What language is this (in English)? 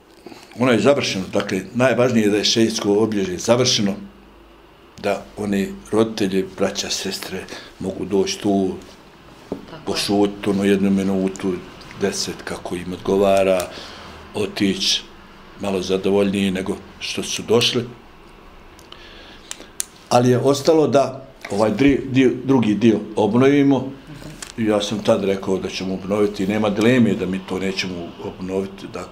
Bosnian